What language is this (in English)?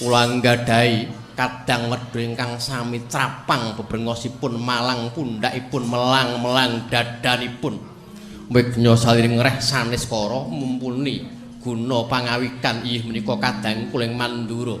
Javanese